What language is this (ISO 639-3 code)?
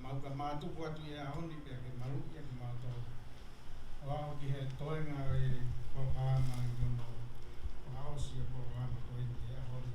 ton